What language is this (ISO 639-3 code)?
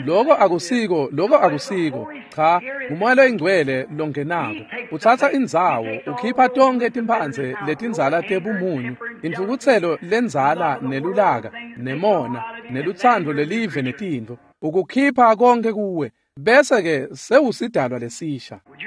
ssw